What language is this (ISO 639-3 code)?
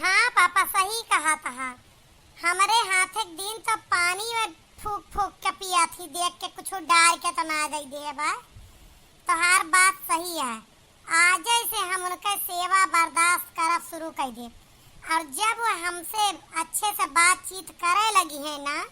awa